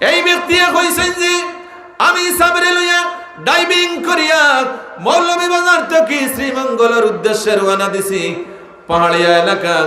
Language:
Sylheti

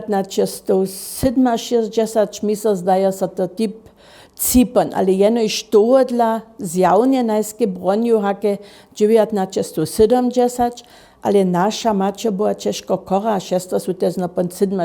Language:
Upper Sorbian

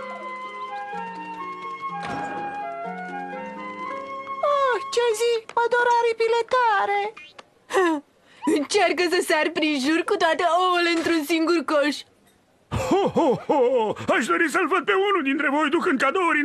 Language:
Romanian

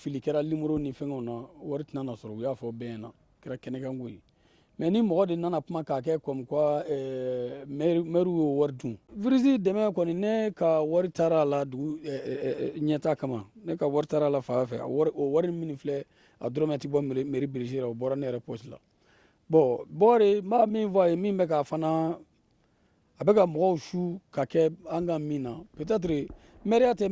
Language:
Bambara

